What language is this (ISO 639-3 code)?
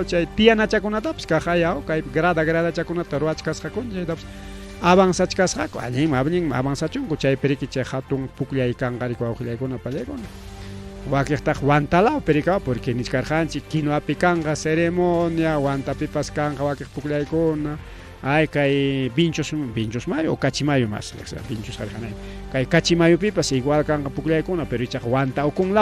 quy